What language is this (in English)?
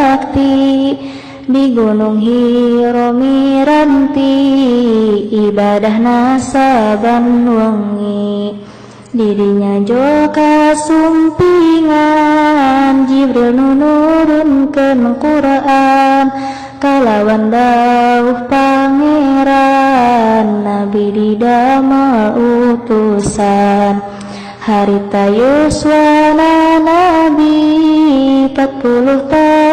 Sundanese